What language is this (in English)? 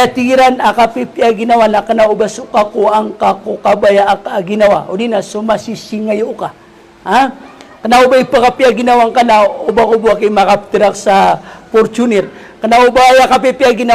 Maranao